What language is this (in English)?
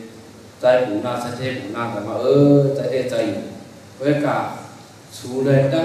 Shan